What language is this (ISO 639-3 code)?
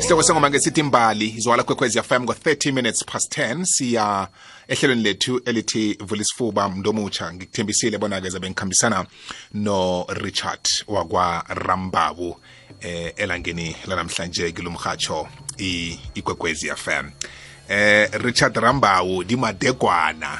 nbl